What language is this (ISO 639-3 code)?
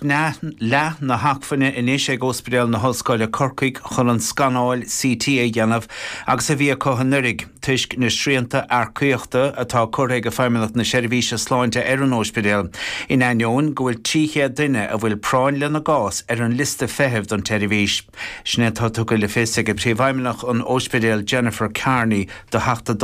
gle